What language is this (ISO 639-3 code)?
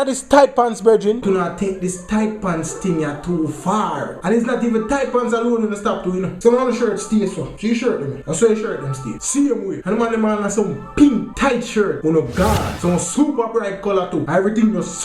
jam